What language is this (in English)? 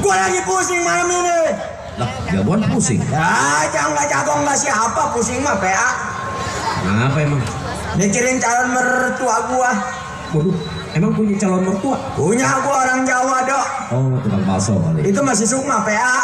Betawi